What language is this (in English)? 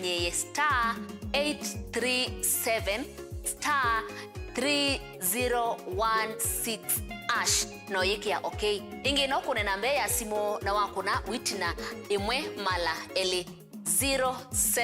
Kamba